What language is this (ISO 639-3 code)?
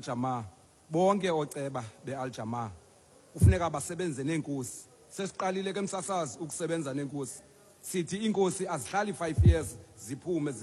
xho